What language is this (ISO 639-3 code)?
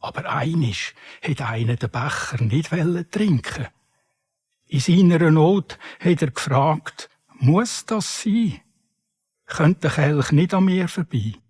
gsw